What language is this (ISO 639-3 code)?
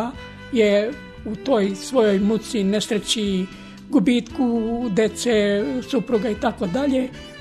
srp